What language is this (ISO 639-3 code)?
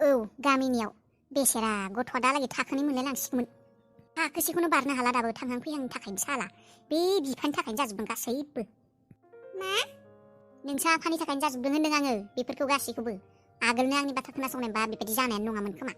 brx